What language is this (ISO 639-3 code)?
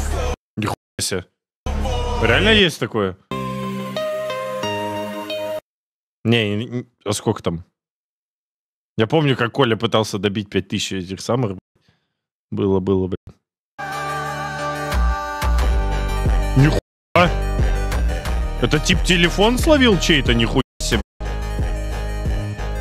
rus